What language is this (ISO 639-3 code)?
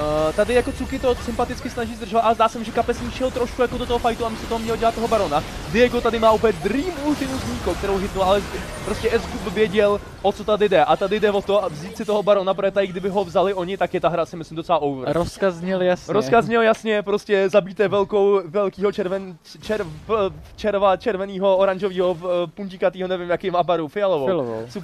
ces